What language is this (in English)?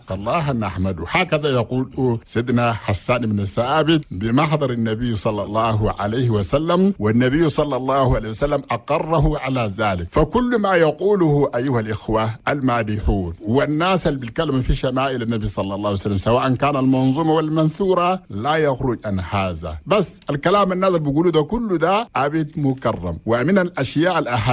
Chadian Arabic